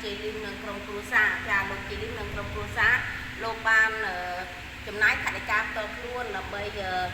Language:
Khmer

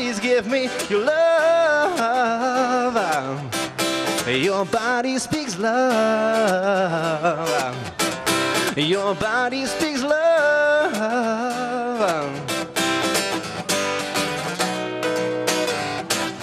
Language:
Dutch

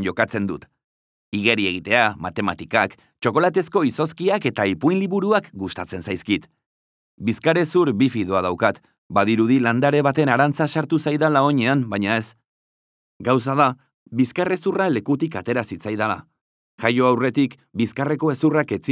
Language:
Basque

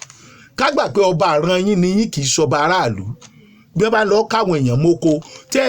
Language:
Yoruba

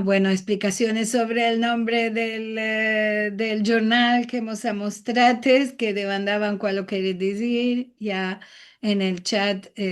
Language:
Ladino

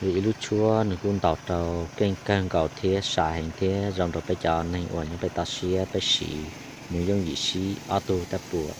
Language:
Hmong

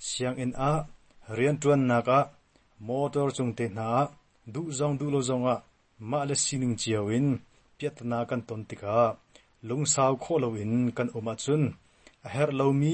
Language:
Hakha Chin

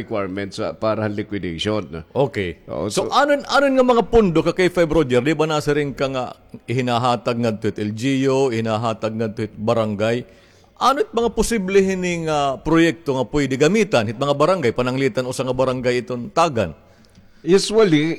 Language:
Waray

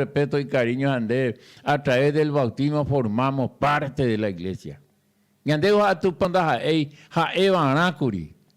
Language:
Guarani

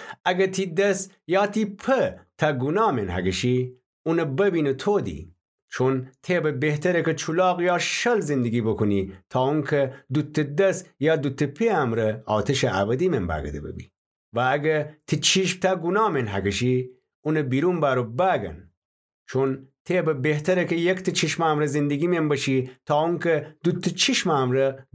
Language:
Gilaki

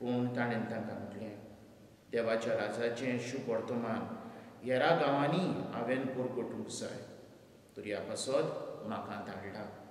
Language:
Konkani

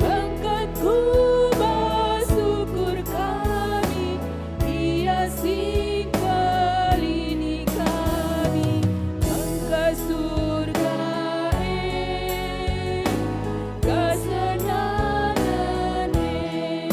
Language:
Batak Karo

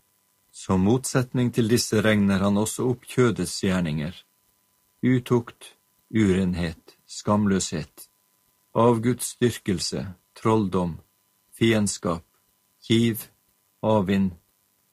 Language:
Norwegian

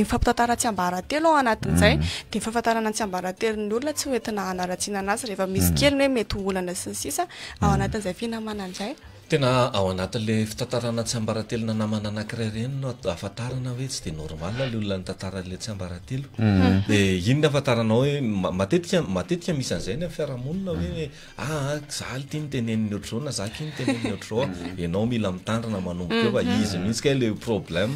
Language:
Malagasy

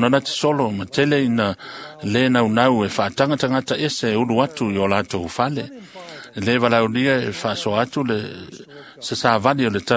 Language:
Samoan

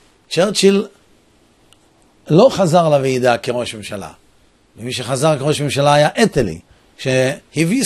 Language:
Hebrew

